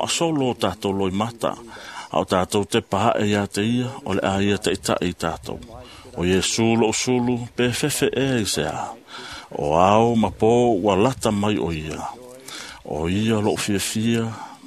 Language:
Samoan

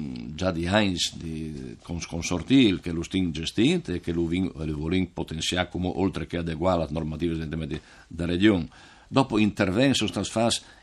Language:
Friulian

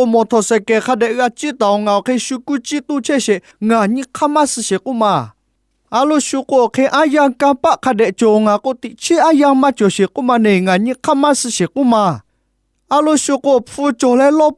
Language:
Lahu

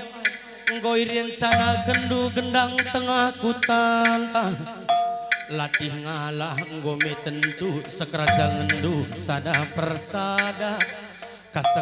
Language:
Batak Karo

